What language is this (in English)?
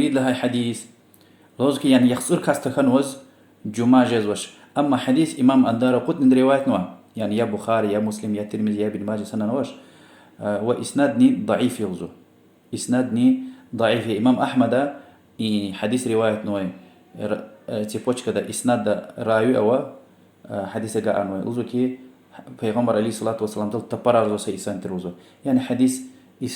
Lezghian